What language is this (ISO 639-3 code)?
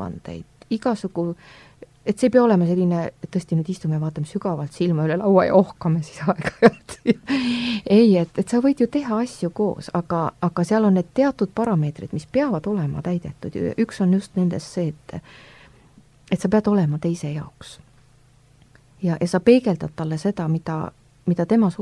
est